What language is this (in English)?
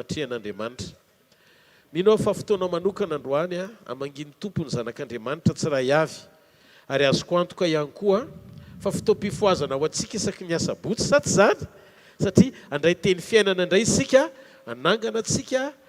Malagasy